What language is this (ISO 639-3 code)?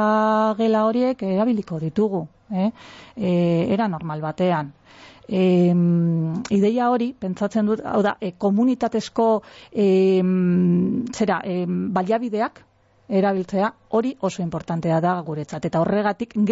eus